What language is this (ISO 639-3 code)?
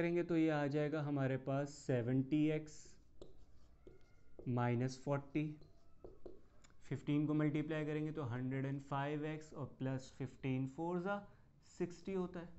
hin